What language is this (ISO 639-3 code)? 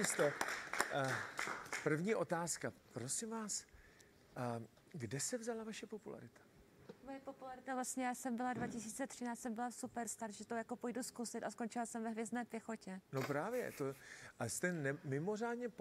ces